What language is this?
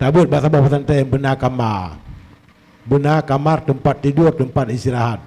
Achinese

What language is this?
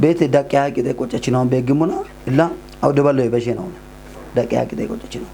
Kafa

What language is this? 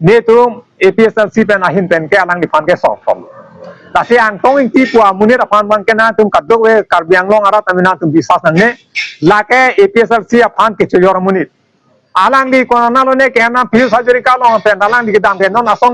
Karbi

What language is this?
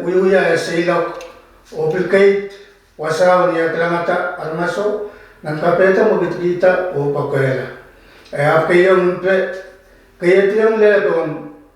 Pohnpeian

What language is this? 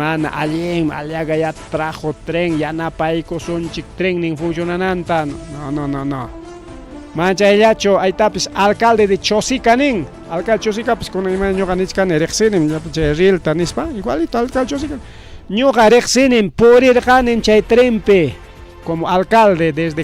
Ayacucho Quechua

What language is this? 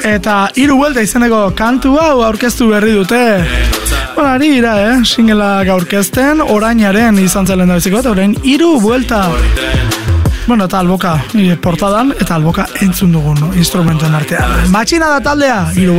Basque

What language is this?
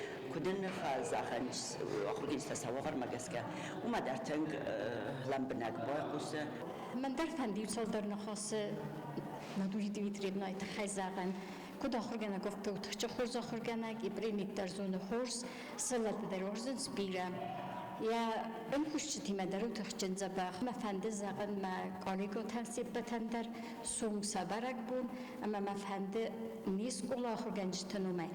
Ossetic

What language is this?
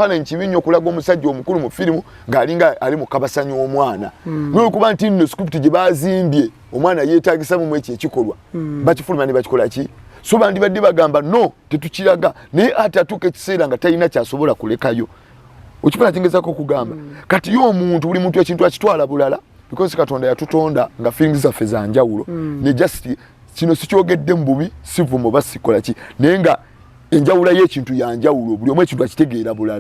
Ganda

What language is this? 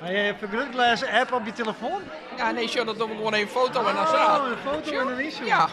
Western Frisian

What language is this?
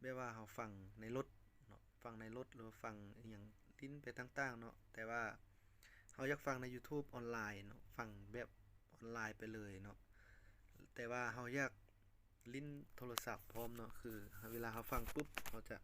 Lao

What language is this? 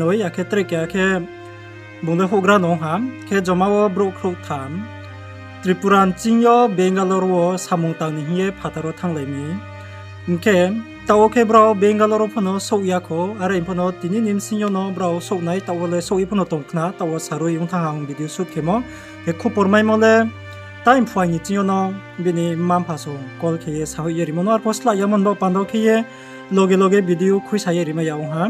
Riang (India)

